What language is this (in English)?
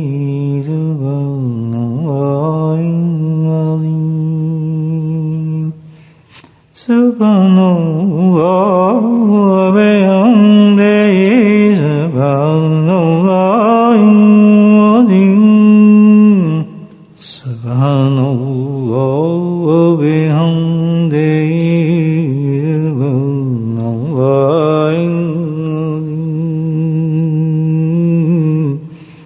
Urdu